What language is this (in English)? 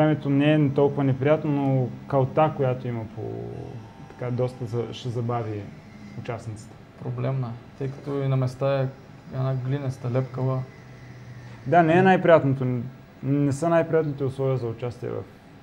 Bulgarian